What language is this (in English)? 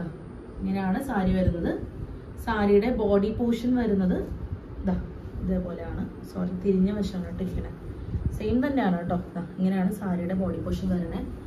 Malayalam